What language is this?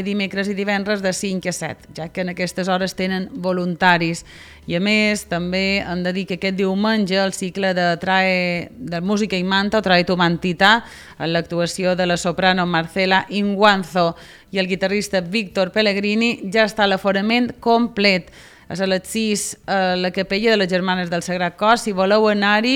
Catalan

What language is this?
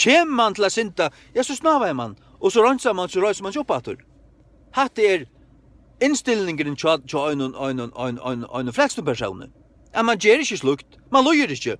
Faroese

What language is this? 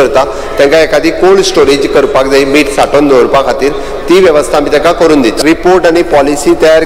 Konkani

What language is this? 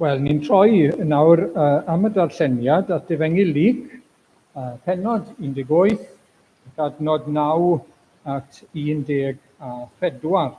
Welsh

